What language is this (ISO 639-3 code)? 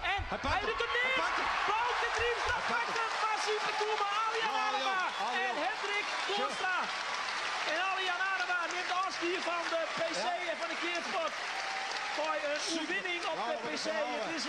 fry